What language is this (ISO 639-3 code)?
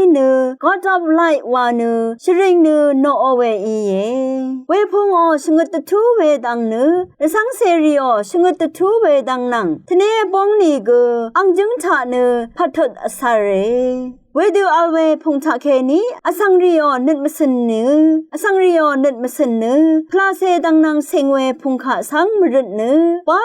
raw